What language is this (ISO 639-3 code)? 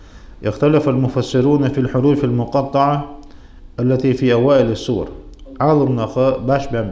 inh